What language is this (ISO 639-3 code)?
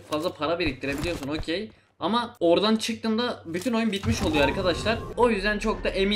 tur